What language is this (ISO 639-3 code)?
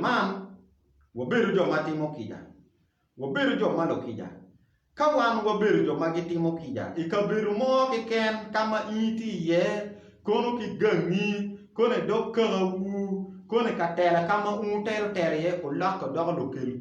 ach